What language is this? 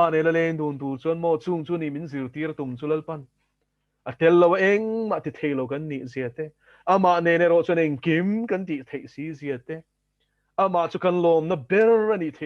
Mizo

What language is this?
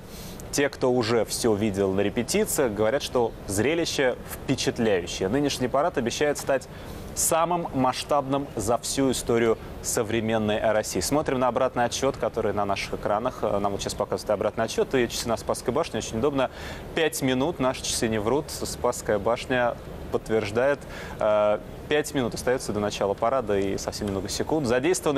Russian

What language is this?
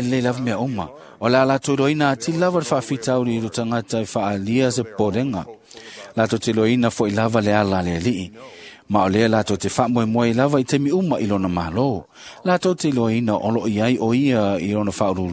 Samoan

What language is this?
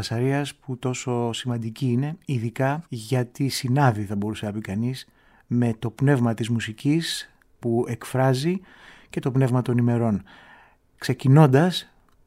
Greek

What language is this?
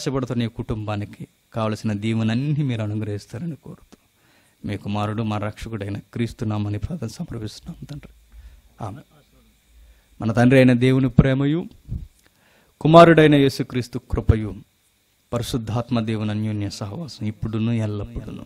Telugu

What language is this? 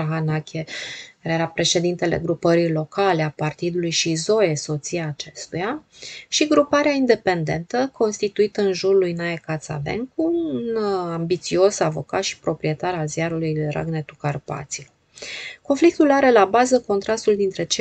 Romanian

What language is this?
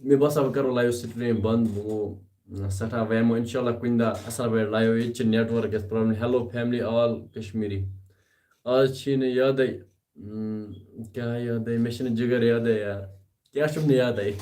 Kashmiri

